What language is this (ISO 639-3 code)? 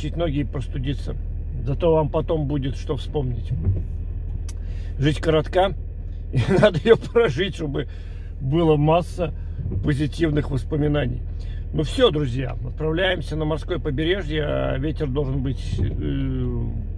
rus